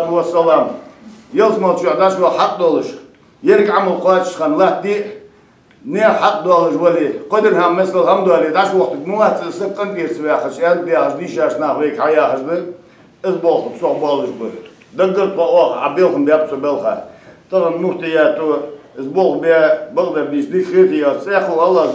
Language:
Ingush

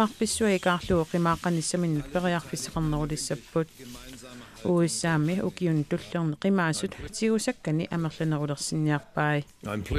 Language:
Kalaallisut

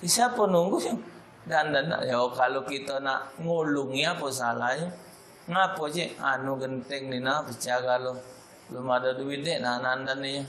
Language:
Musi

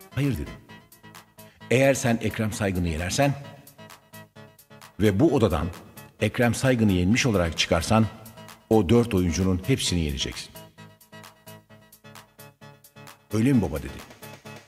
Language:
Turkish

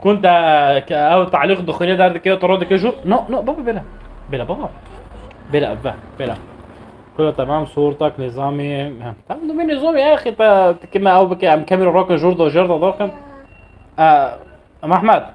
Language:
North Levantine Arabic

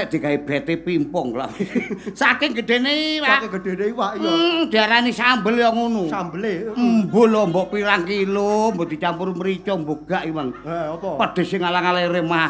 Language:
Javanese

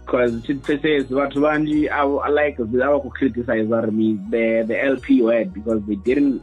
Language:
Venda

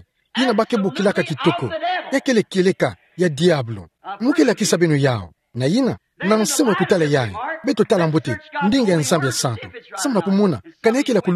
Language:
Kituba (Democratic Republic of Congo)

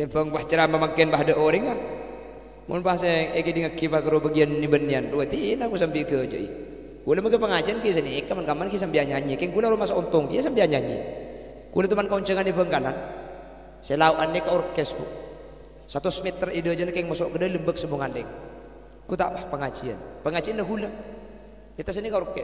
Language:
Madurese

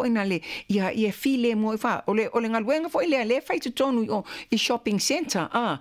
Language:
Samoan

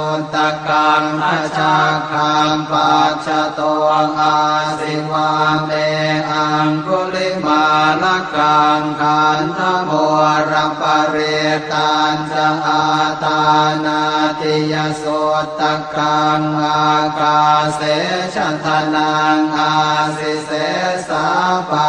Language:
Pali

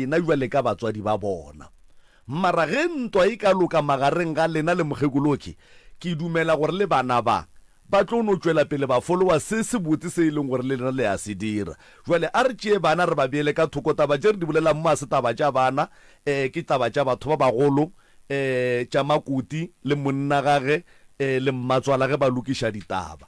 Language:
Northern Sotho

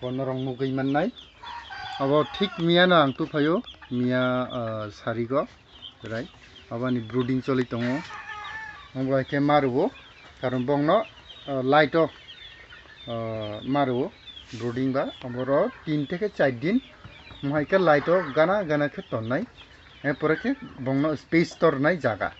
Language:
Kok Borok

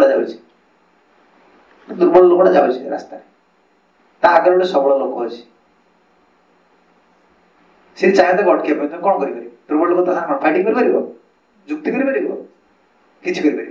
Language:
Odia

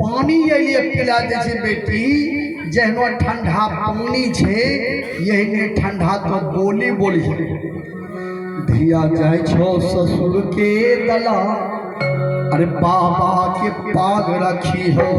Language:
Maithili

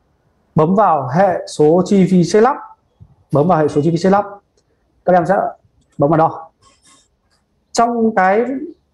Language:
Vietnamese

